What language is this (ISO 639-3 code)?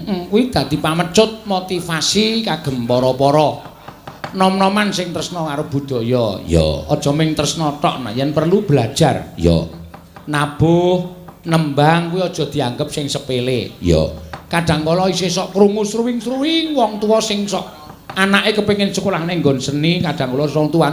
jav